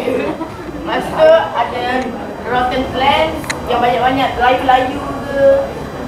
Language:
Malay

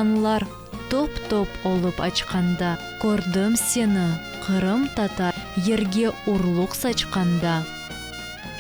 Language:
Crimean Tatar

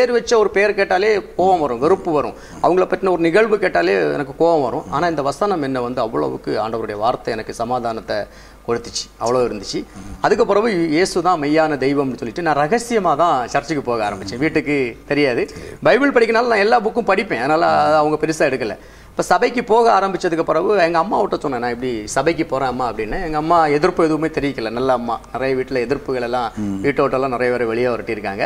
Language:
Tamil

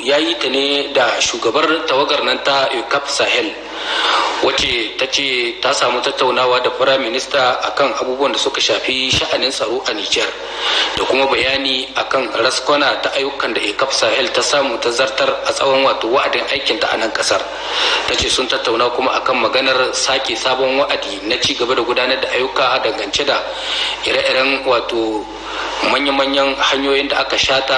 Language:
Hausa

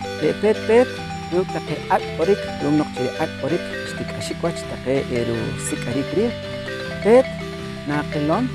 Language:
Poqomchi'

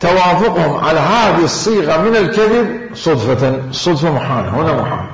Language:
Mesopotamian Arabic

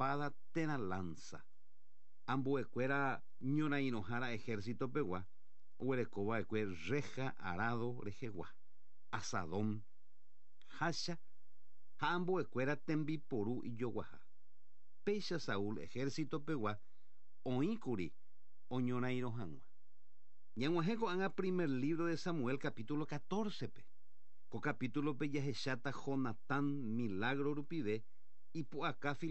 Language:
Guarani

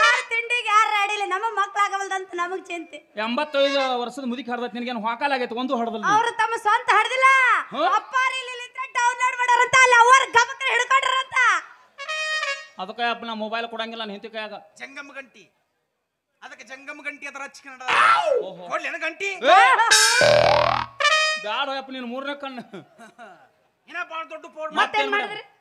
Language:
Kannada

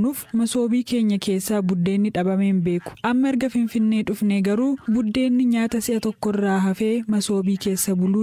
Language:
Oromo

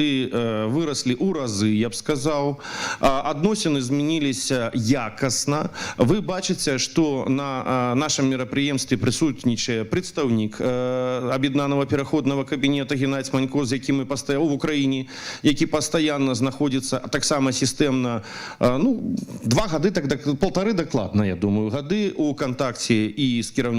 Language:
Belarusian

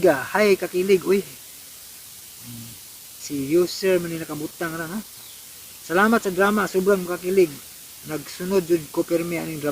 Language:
Cebuano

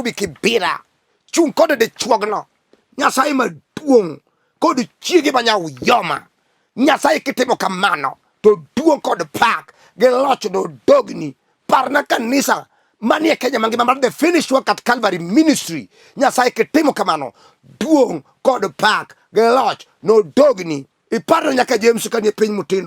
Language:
Luo (Kenya and Tanzania)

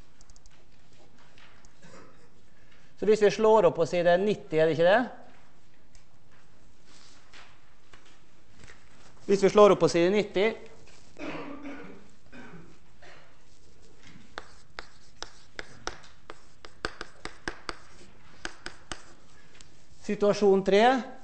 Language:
Norwegian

